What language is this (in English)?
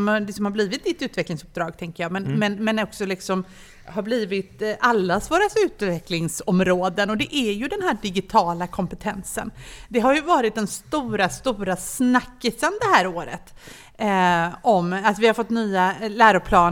Swedish